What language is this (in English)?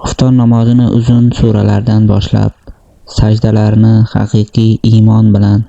Uzbek